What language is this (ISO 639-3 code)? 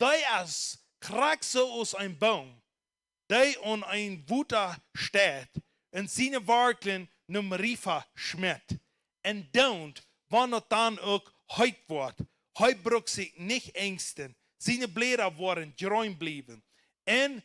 pdt